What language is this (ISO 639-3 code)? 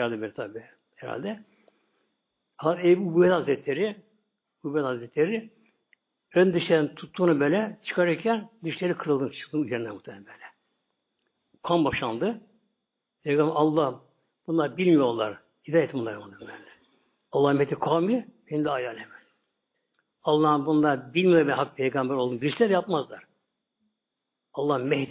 tur